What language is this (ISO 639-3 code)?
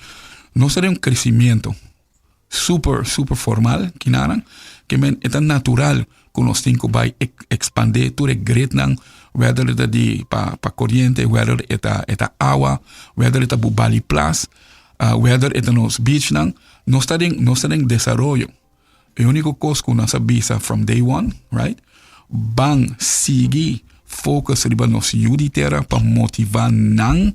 pap